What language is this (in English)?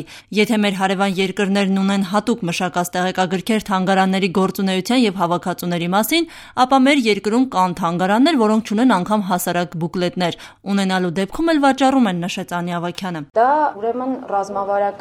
Armenian